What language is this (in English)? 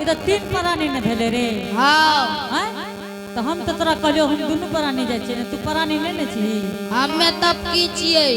Angika